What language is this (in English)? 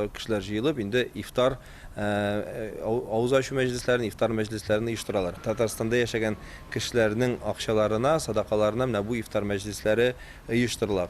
Tatar